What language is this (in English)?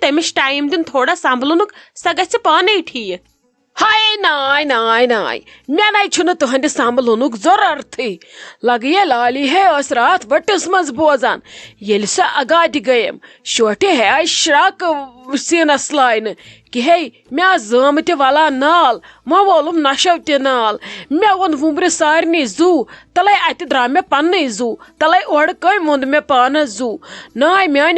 Kashmiri